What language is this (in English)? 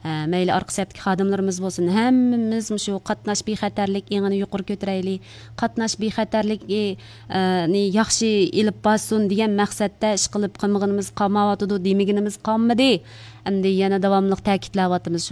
Uyghur